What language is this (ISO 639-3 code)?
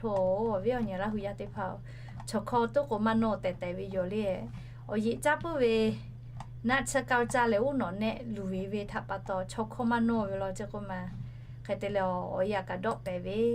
lhu